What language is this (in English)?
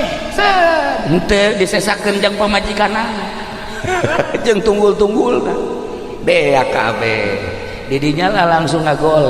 Sundanese